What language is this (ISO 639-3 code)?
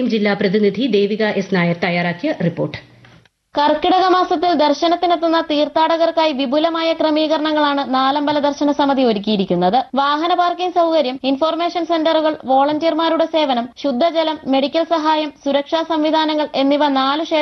mal